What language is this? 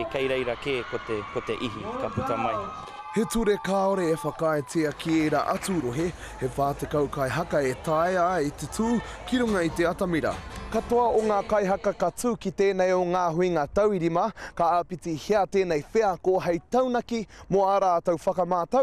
Māori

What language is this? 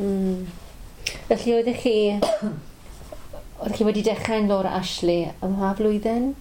Welsh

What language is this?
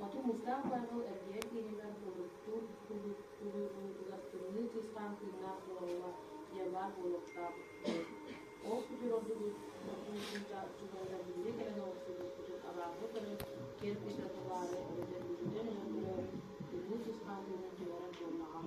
Yakut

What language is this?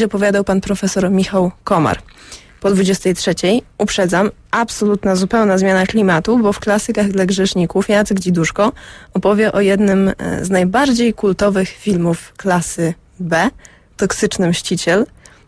Polish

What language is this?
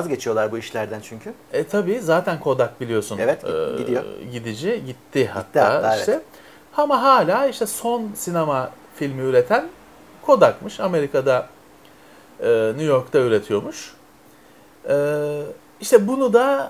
Turkish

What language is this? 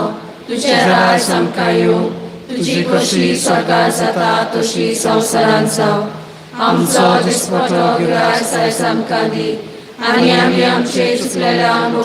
Konkani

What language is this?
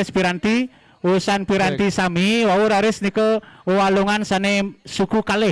Balinese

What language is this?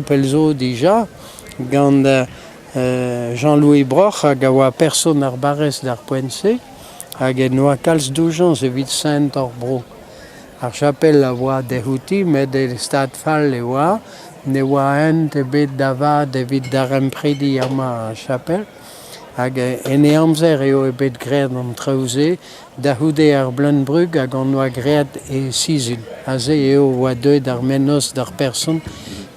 Breton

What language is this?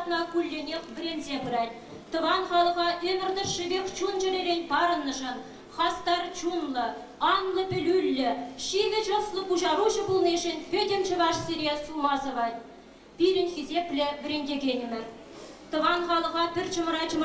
Chuvash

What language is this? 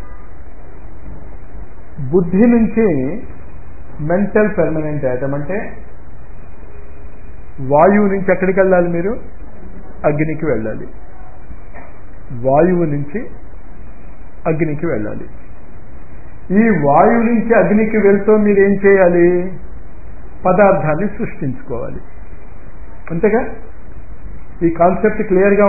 Telugu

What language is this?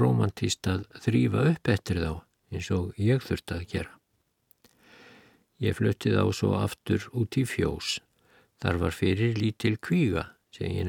Icelandic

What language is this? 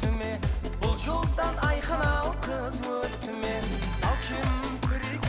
Kara-Kalpak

